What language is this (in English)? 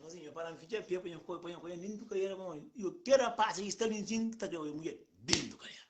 Kabuverdianu